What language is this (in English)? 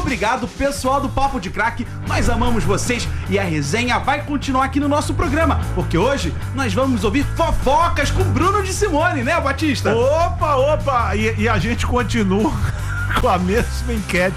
Portuguese